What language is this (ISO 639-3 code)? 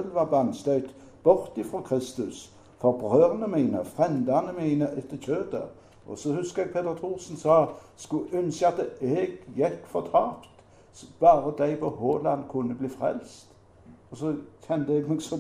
nor